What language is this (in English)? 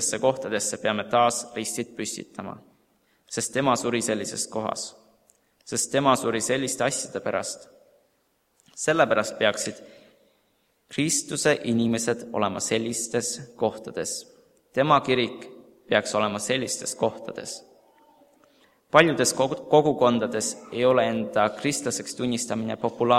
Estonian